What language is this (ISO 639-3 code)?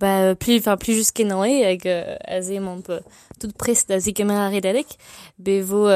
bre